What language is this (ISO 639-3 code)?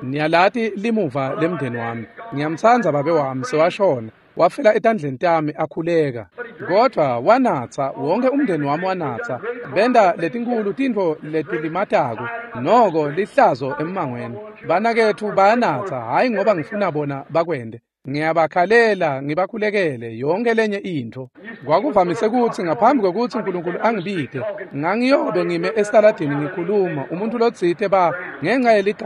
ssw